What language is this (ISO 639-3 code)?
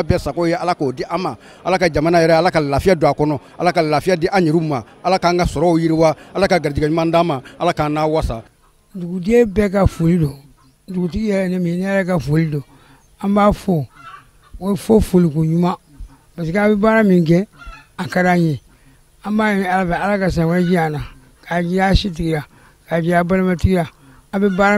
bam